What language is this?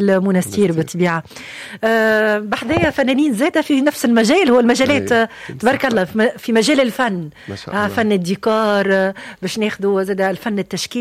Tunisian Arabic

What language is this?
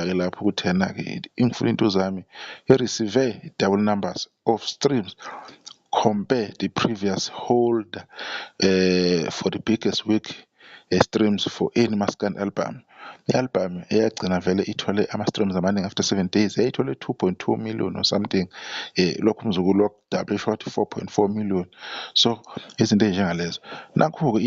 Zulu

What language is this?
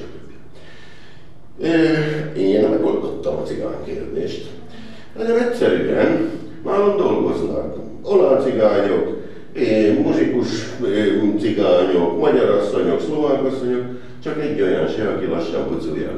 Hungarian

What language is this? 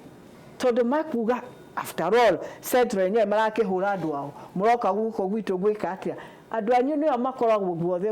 Kikuyu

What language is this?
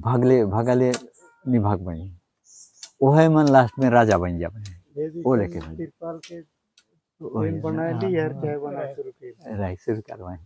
Sadri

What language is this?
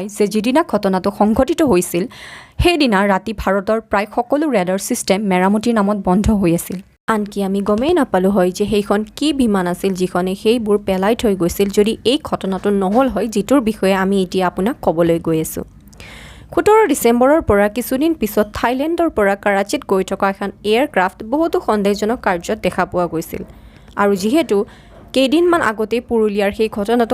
Assamese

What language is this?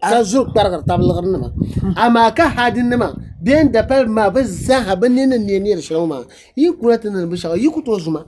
Dagbani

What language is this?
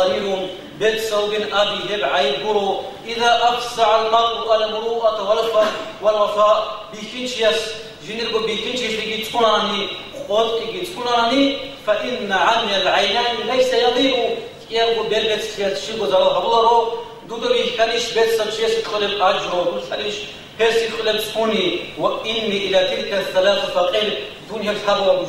Avaric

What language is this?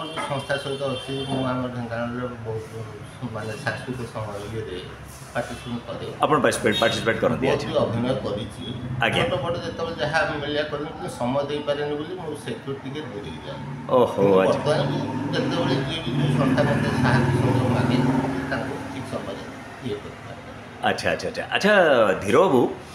Odia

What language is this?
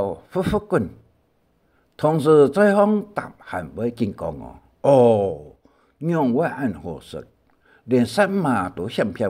Hakka Chinese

